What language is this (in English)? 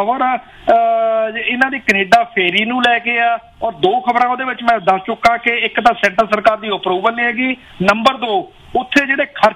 Punjabi